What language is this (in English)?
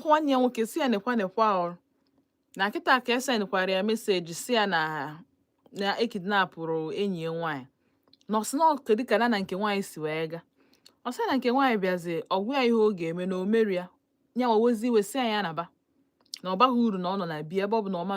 Igbo